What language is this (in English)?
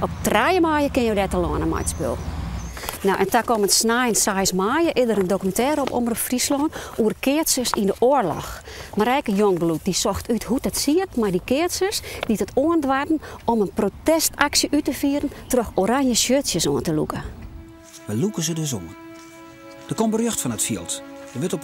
Western Frisian